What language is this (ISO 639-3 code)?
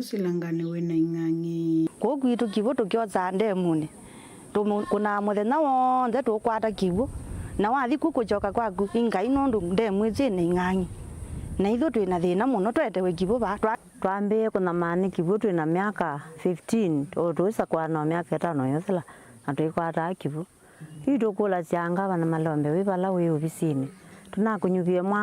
kam